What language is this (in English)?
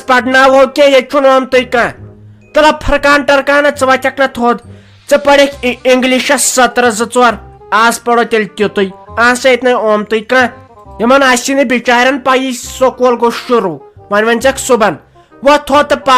Kashmiri